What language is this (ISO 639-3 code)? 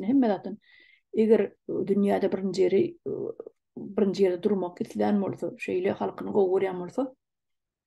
tuk